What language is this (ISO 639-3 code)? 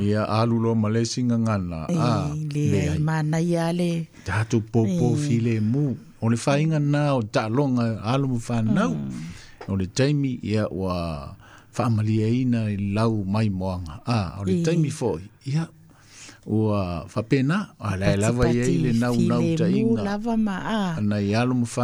smo